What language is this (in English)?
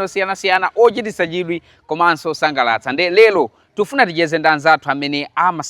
Nyanja